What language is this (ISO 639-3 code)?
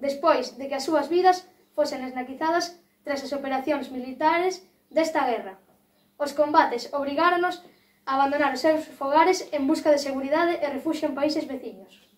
glg